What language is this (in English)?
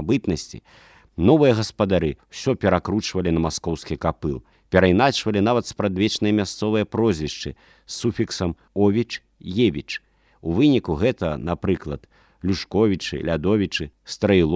Belarusian